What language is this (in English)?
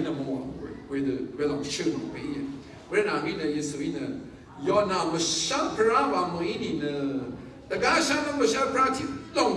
Rawang